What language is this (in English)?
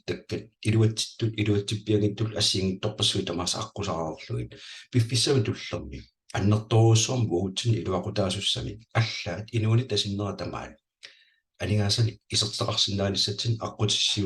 Kalaallisut